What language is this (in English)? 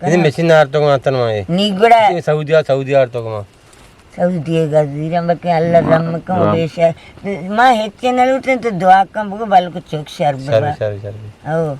Eastern Balochi